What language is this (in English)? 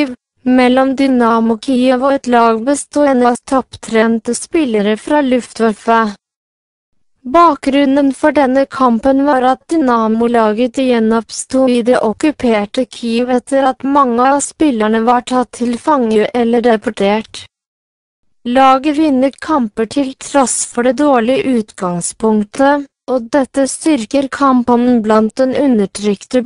Norwegian